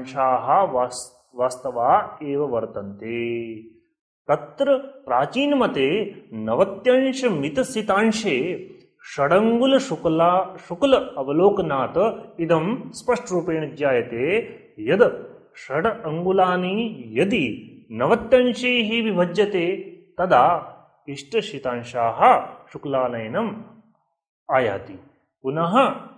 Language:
Sanskrit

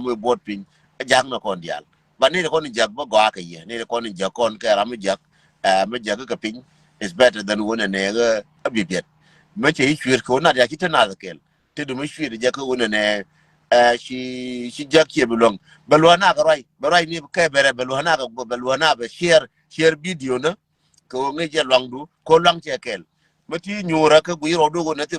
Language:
Nuer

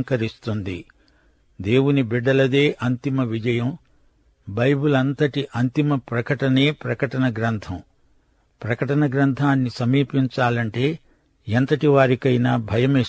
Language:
Telugu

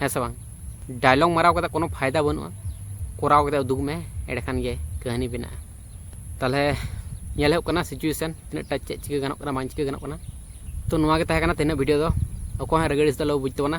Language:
Santali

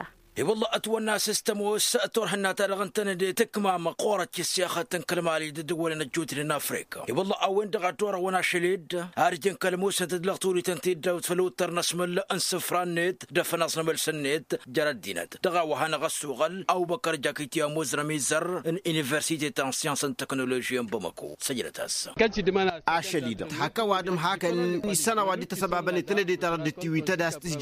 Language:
Tamasheq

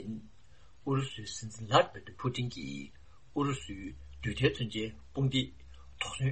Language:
Tibetan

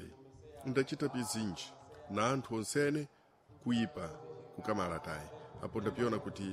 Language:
Sena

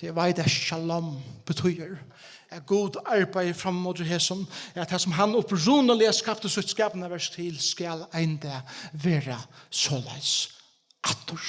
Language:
Faroese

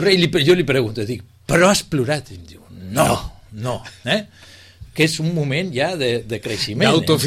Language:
Catalan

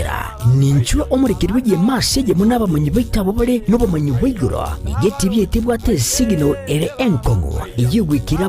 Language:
Gusii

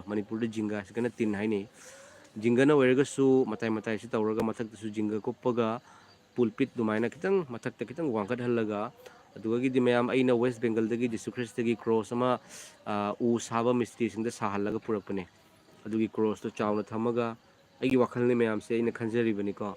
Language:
Manipuri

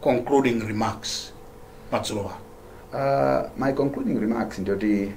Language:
Nyanja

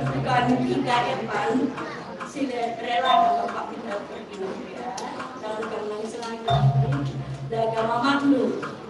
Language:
Batak Karo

